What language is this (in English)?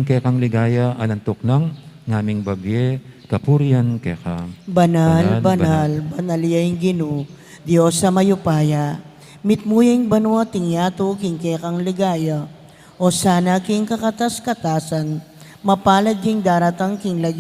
Pampanga